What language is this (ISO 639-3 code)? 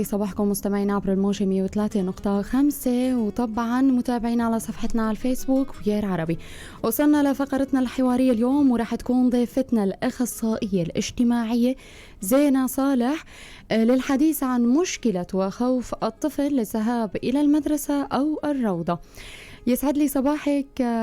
apc